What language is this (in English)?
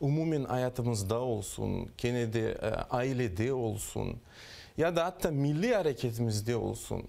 Crimean Tatar